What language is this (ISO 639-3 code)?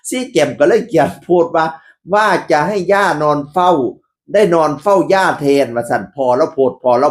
tts